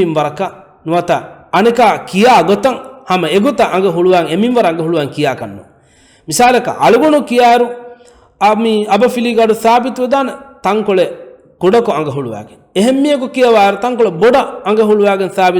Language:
Divehi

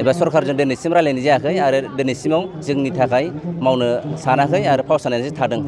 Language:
Bodo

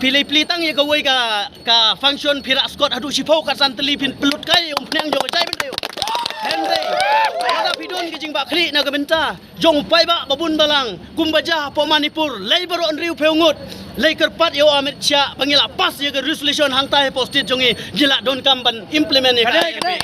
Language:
Khasi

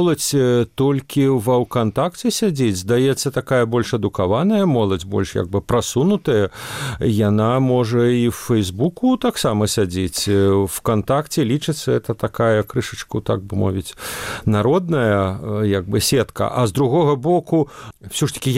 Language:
Belarusian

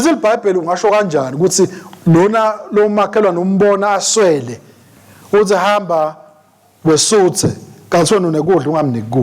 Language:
Swati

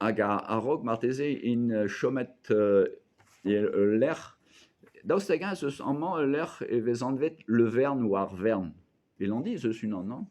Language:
Breton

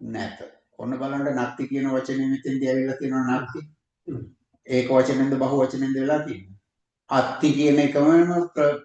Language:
Sinhala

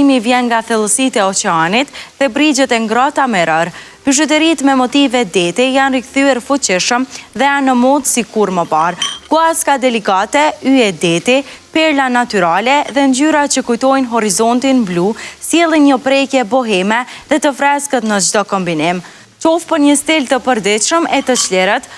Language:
Albanian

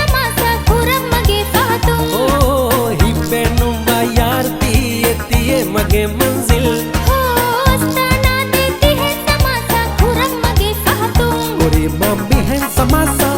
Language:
Divehi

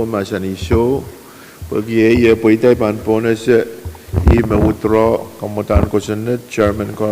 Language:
Pohnpeian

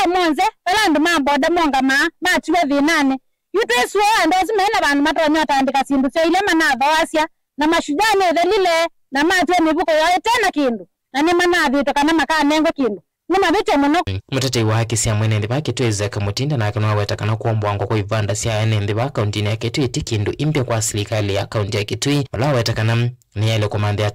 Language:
Kamba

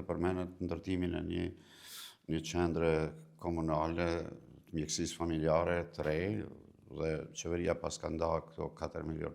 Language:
Albanian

